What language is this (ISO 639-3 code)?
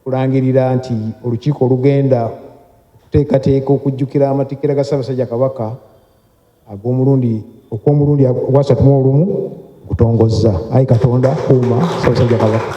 lug